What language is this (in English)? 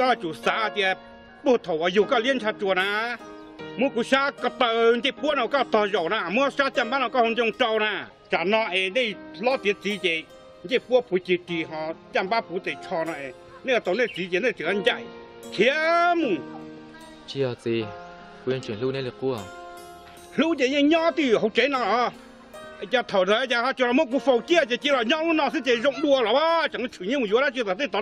Hmong